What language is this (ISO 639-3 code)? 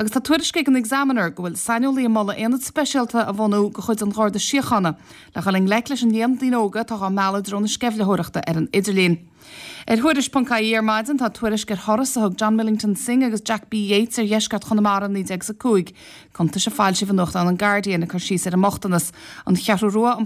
gle